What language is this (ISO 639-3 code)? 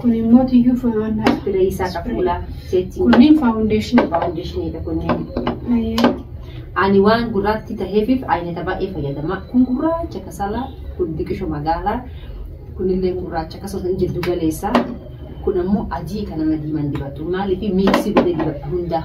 orm